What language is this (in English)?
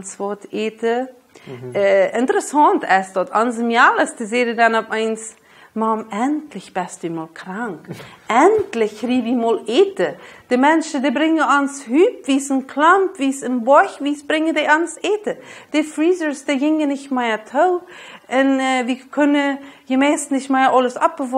Plautdietsch